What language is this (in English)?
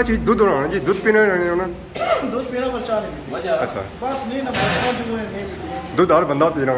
Pahari-Potwari